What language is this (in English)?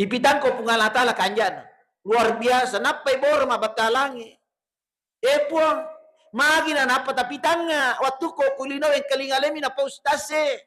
Buginese